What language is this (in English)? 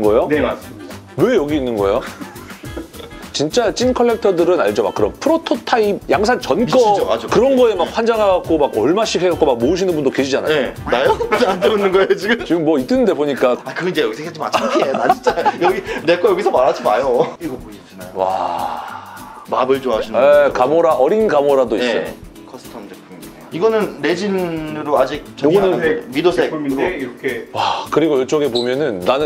Korean